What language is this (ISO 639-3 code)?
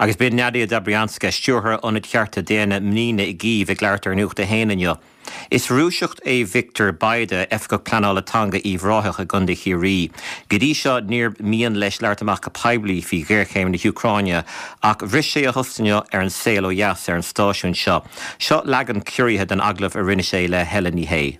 gle